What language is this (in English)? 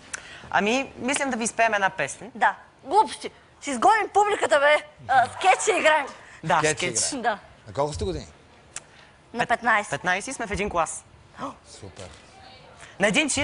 Bulgarian